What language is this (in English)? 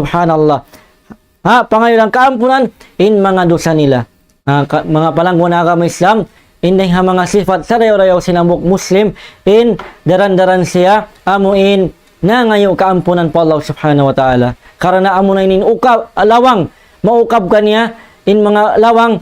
Tausug